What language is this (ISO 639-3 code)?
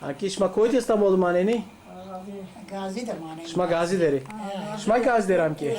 zza